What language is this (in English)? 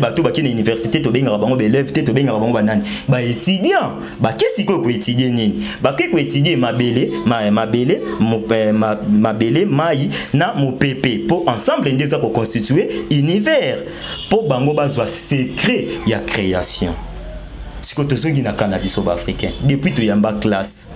Lingala